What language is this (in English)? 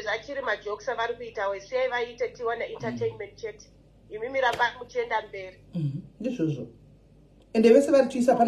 Shona